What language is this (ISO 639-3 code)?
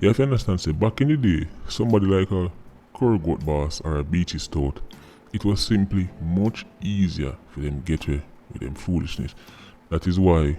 jam